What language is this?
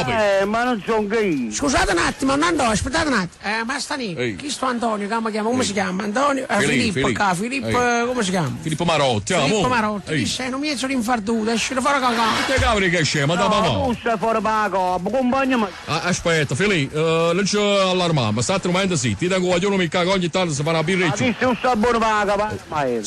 Neapolitan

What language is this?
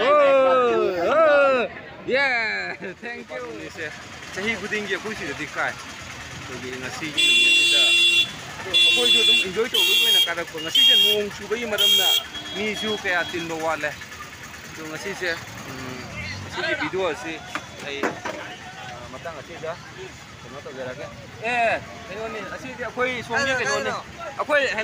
Manipuri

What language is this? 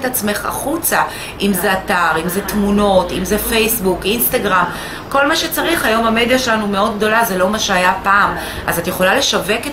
Hebrew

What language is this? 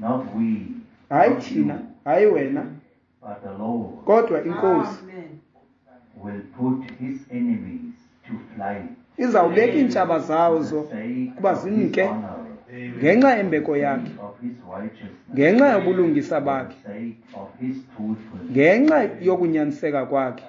Xhosa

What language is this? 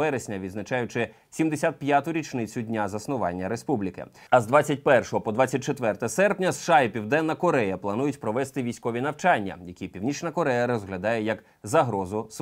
Ukrainian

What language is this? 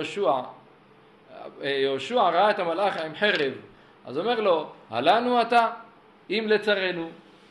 Hebrew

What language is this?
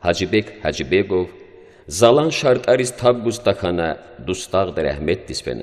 Lezghian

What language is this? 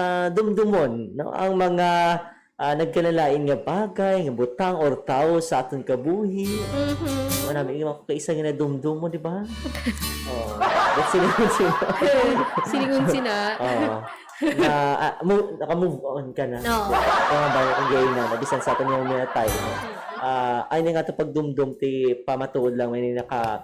Hiligaynon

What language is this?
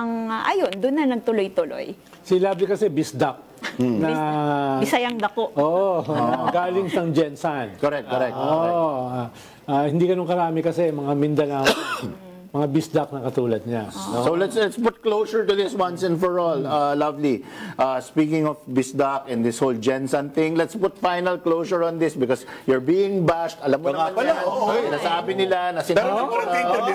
Filipino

